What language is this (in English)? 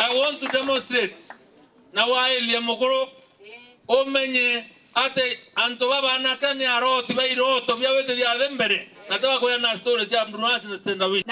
Meru